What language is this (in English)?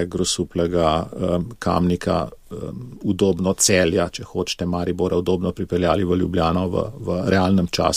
Slovenian